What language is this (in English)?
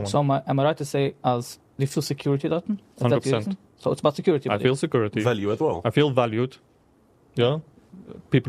Yiddish